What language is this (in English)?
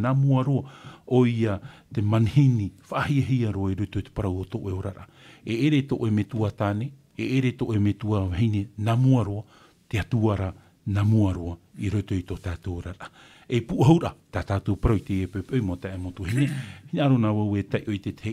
Tahitian